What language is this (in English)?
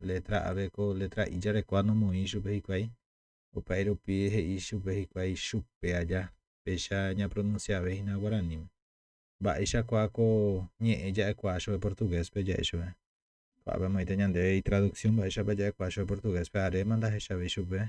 Guarani